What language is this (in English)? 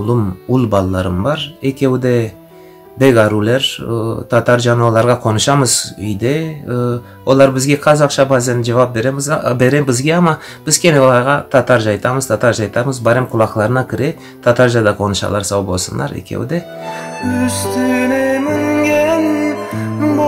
Crimean Tatar